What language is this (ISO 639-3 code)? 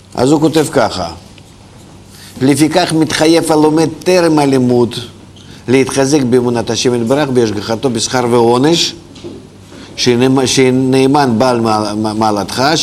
heb